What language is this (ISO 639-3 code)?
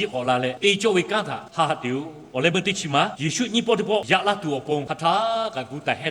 lhu